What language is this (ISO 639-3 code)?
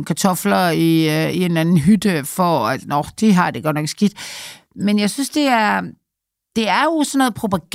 dan